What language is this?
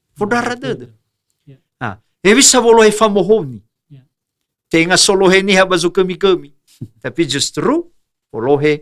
Nias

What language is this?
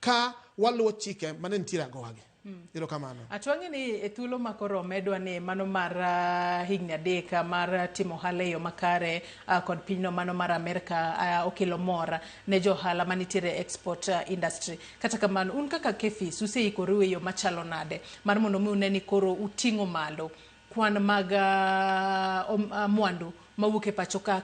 Luo (Kenya and Tanzania)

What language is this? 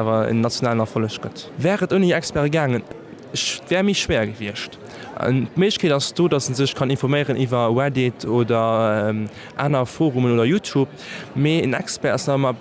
Luxembourgish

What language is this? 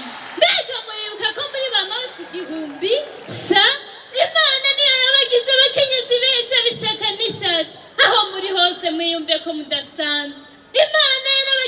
Rundi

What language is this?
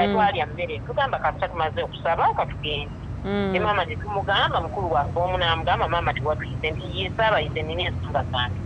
Ganda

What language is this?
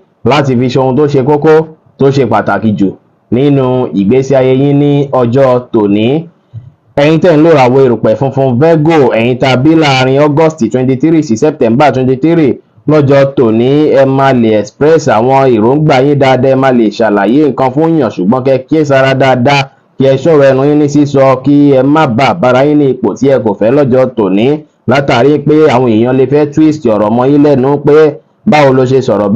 Yoruba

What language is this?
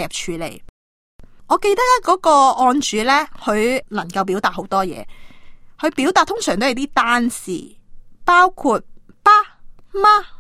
Cantonese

